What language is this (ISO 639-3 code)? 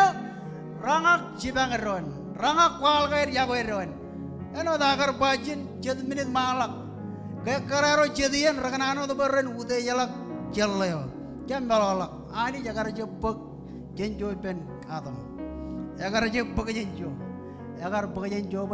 mah